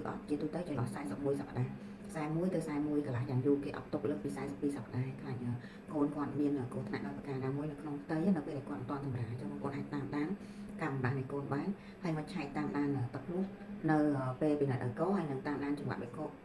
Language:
Khmer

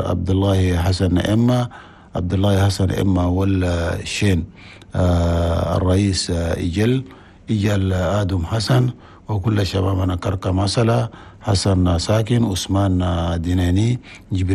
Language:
Chadian Arabic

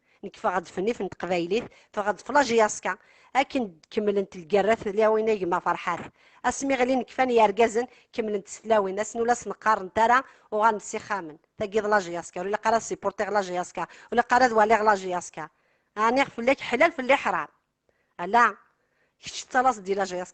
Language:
Kabyle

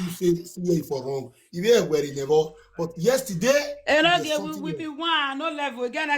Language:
Nigerian Pidgin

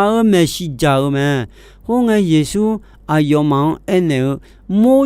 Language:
Akha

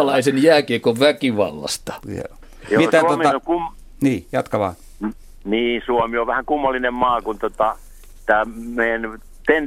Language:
Finnish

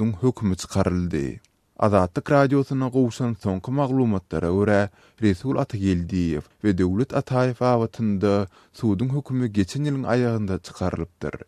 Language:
Turkmen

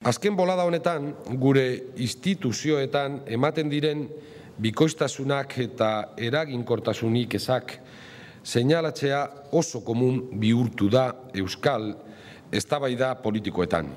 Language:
Basque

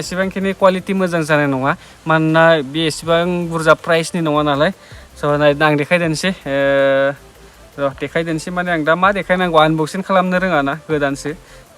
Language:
Bodo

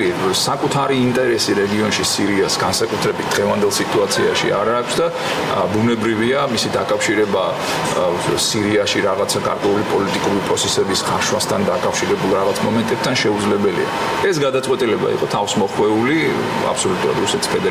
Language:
Georgian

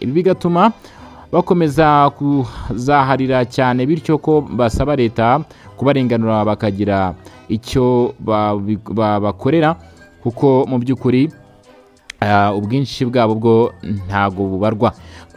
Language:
Kinyarwanda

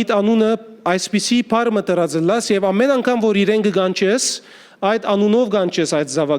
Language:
Western Armenian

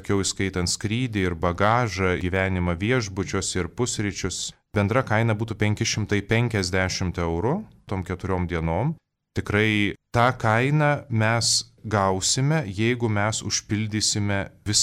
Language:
Lithuanian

